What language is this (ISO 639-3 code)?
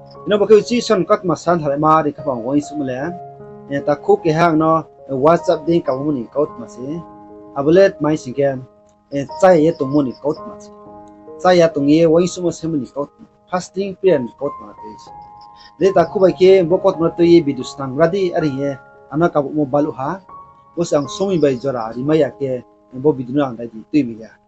ria